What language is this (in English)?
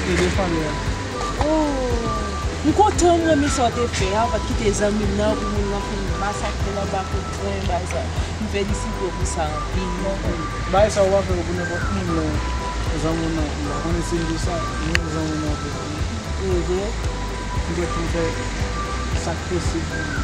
Haitian Creole